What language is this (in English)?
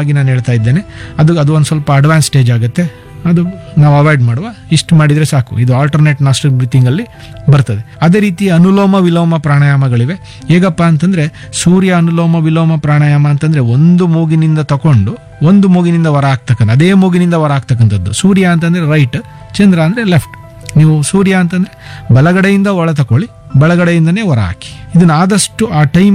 Kannada